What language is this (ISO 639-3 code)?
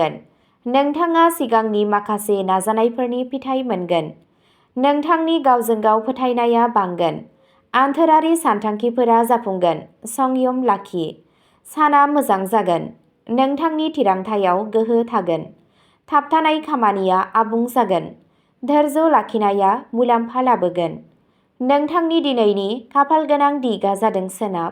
brx